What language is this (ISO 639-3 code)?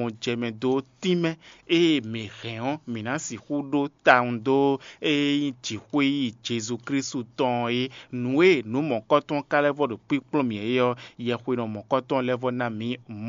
fon